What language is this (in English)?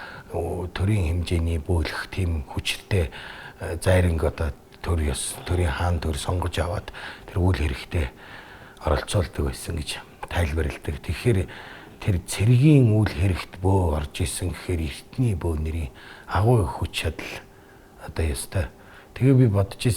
Mongolian